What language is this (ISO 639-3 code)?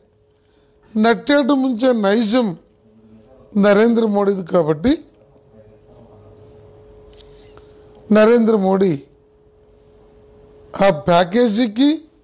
tel